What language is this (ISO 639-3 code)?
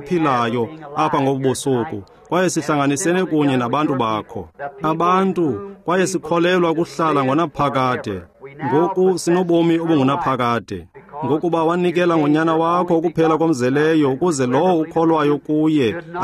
xho